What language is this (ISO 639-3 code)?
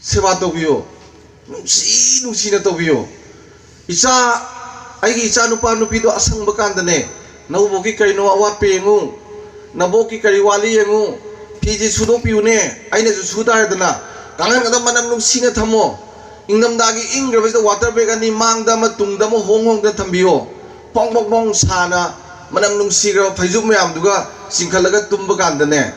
mni